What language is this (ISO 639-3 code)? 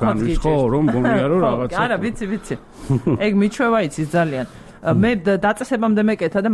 kat